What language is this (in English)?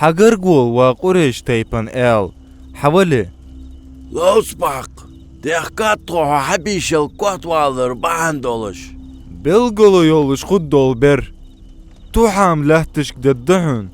Ingush